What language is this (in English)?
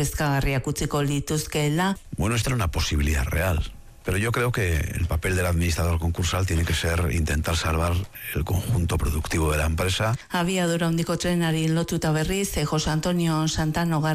Basque